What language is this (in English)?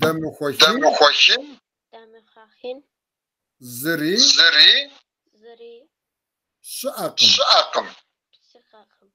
Kabardian